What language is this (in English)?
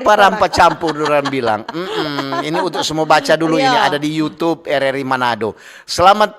Manado Malay